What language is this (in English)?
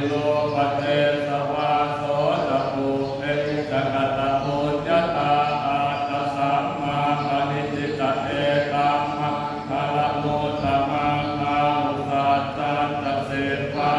Pali